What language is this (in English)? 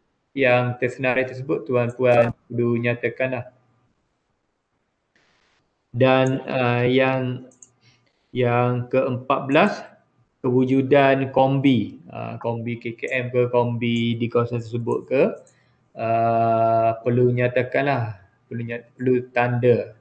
Malay